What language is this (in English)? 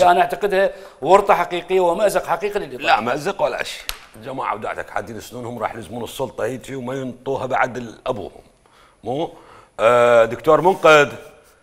Mesopotamian Arabic